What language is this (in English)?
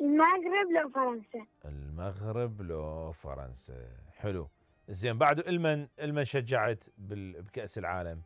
Mesopotamian Arabic